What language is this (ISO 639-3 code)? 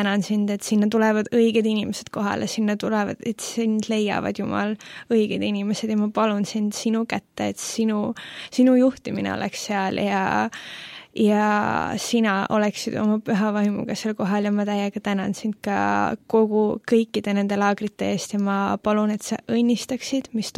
est